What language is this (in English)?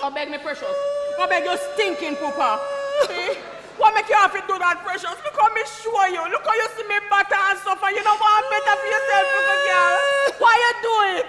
Jamaican Creole English